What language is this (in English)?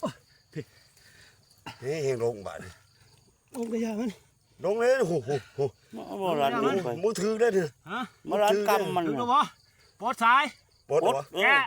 Lao